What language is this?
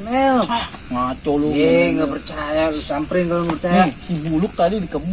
Betawi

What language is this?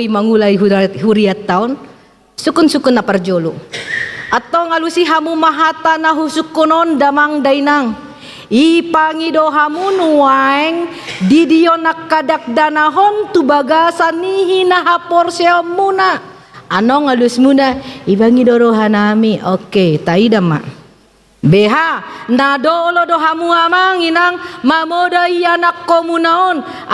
Batak Toba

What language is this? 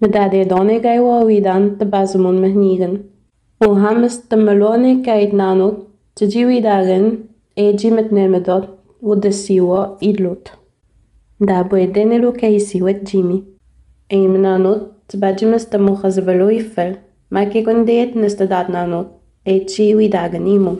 Innu-aimun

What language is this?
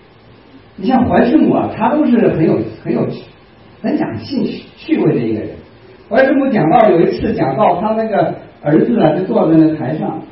Chinese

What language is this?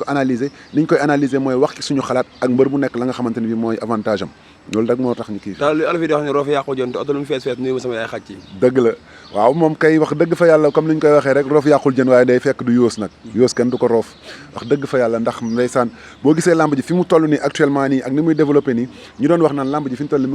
Wolof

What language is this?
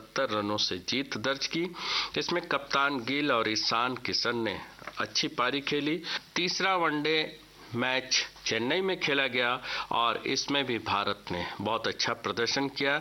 Hindi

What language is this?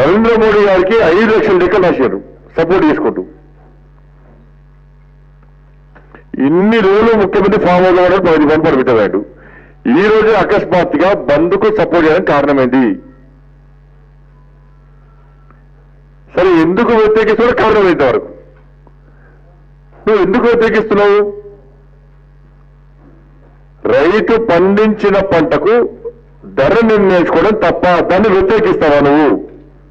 Telugu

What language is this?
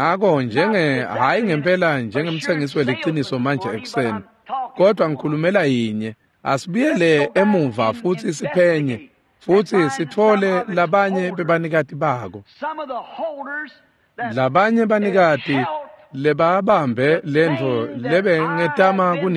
Swati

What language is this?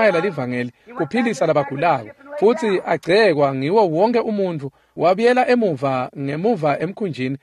Swati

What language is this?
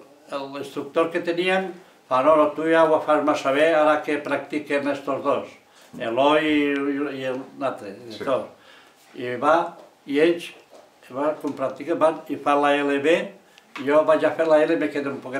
Catalan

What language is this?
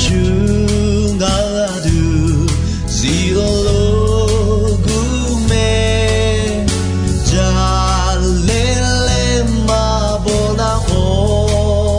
Akha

